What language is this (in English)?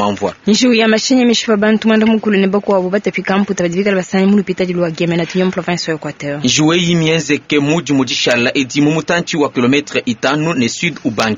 Luba-Lulua